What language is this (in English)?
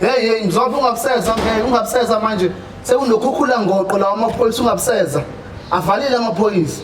Zulu